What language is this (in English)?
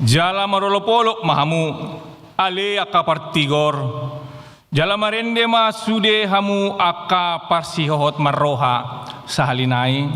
Batak Toba